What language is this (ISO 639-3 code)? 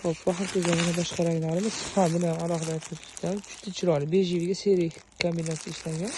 uzb